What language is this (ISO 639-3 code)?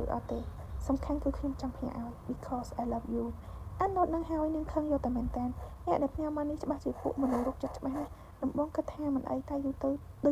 khm